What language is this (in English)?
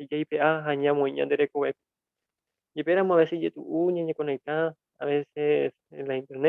Guarani